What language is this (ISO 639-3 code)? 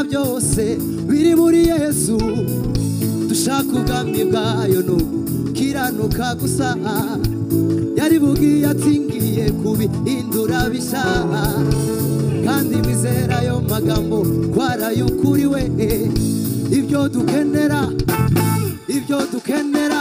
kin